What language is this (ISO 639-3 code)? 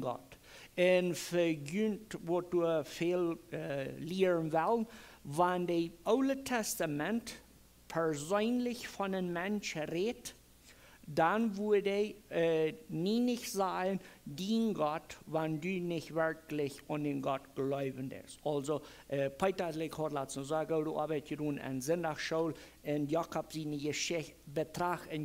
pdt